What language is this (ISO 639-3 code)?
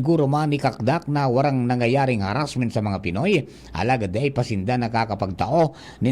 bik